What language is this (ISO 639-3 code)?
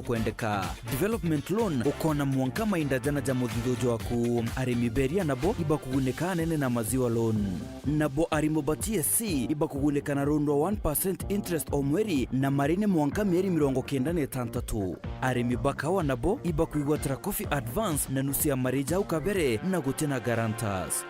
mer